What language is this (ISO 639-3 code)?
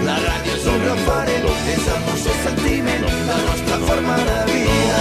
cat